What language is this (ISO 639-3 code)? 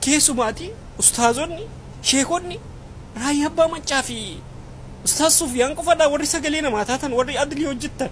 orm